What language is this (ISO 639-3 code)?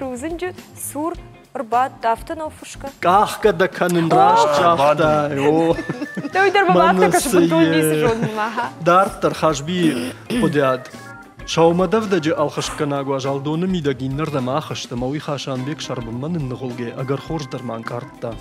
oss